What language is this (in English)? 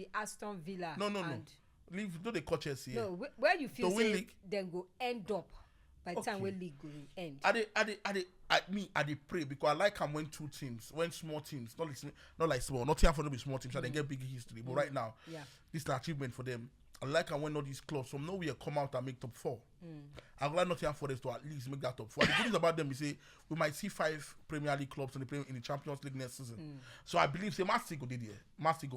Nigerian Pidgin